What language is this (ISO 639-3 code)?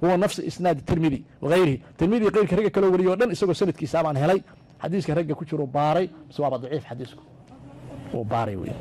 som